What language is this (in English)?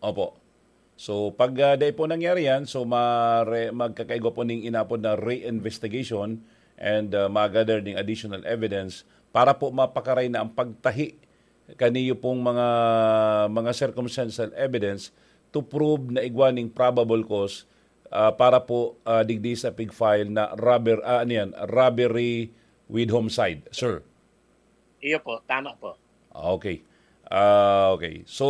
Bikol